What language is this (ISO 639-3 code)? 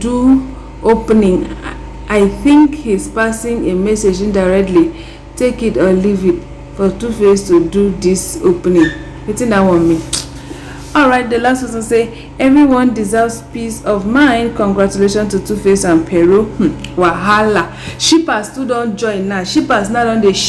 pcm